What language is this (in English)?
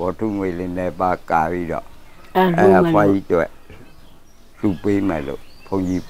Burmese